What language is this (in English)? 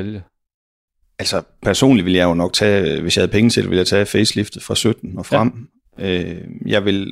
Danish